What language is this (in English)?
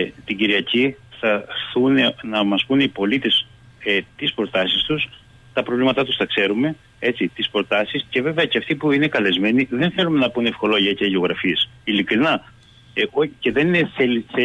Greek